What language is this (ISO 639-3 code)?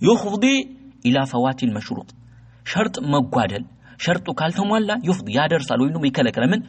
amh